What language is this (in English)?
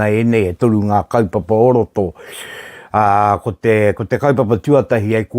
Māori